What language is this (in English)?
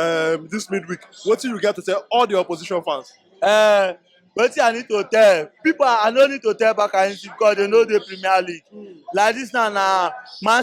Nigerian Pidgin